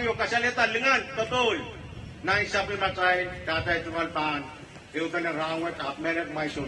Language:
Pohnpeian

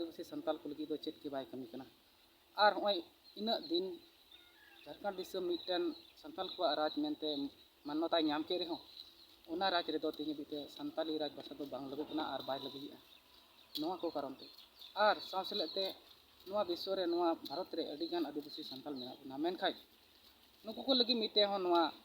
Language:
Santali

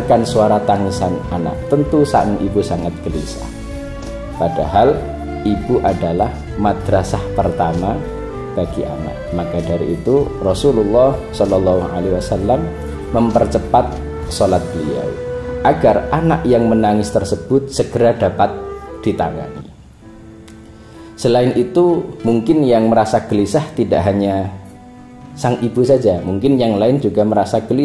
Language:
Indonesian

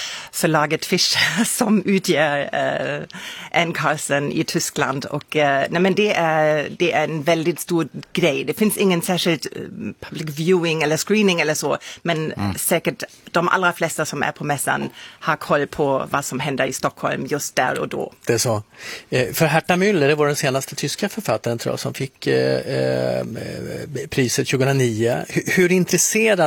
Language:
Swedish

